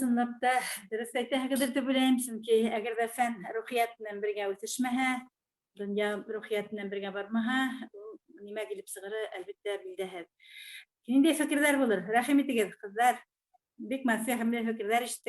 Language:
Bashkir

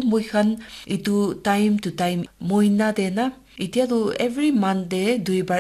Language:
Naga Pidgin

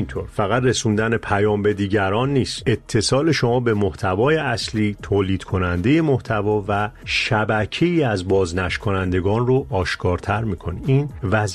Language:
Persian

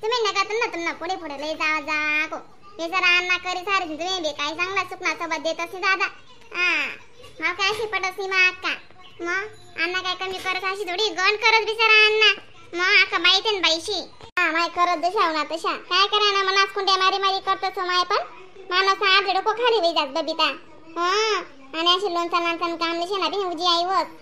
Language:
Khandesi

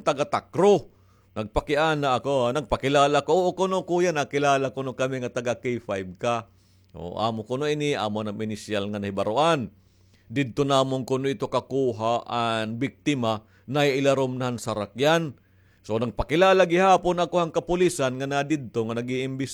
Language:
Waray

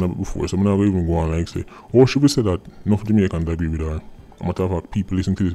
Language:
Jamaican Creole English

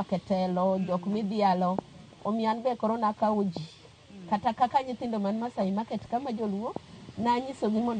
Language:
Luo (Kenya and Tanzania)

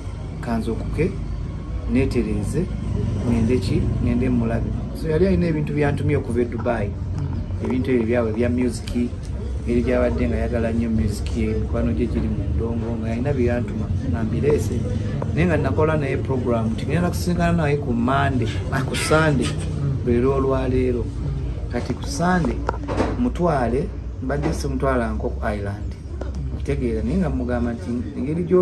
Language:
Ganda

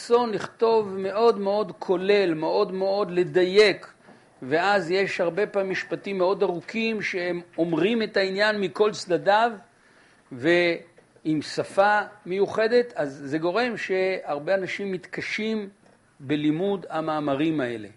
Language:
Hebrew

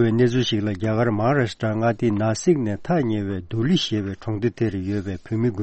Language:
Tibetan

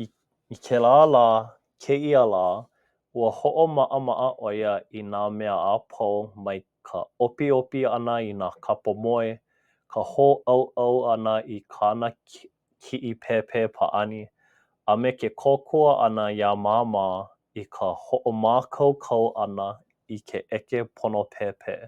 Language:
Hawaiian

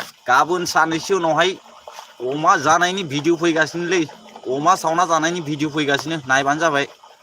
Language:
Bodo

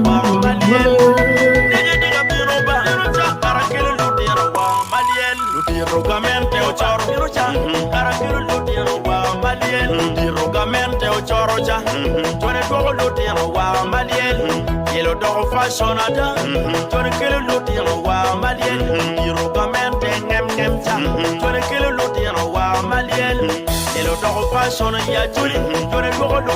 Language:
Acoli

